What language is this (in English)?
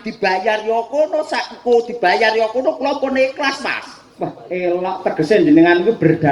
Javanese